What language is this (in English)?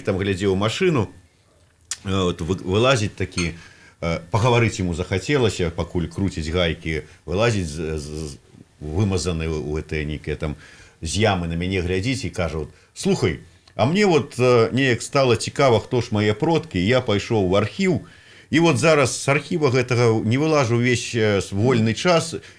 Belarusian